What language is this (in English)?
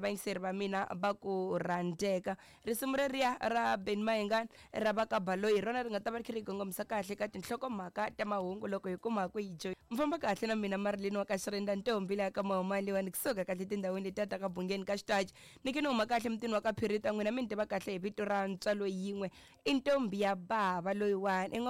Tsonga